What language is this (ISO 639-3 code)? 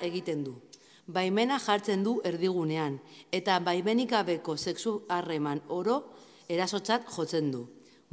eus